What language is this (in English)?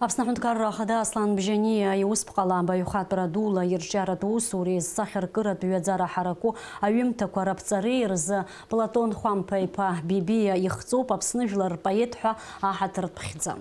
Abkhazian